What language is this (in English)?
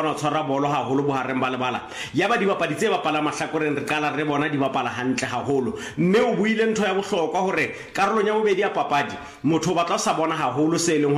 Southern Sotho